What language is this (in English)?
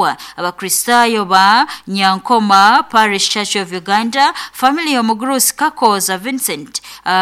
Nyankole